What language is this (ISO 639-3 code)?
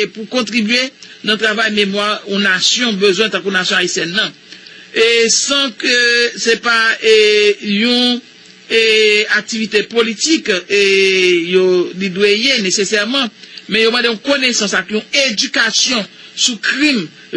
hat